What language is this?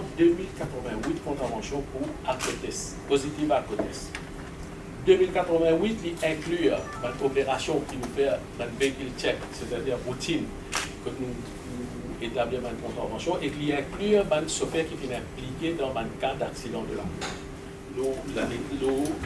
Morisyen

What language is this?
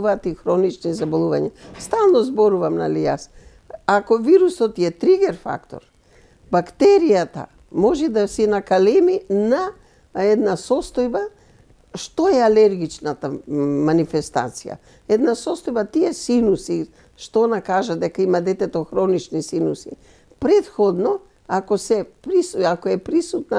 Macedonian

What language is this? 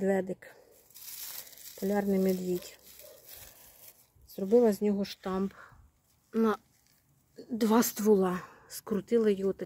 Ukrainian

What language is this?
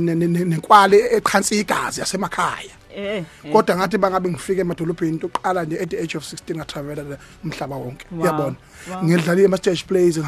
Zulu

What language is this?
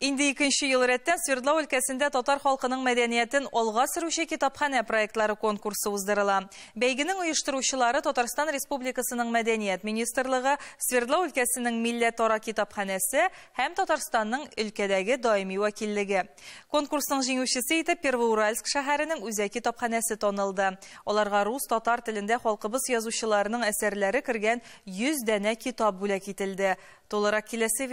Tatar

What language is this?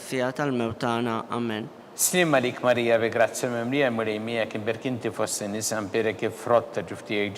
Maltese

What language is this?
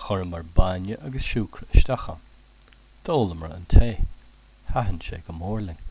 Irish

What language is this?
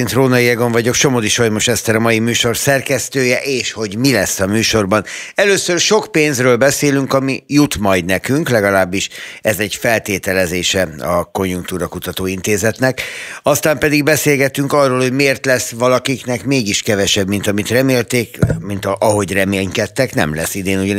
Hungarian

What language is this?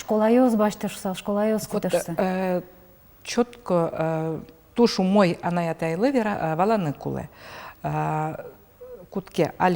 Udmurt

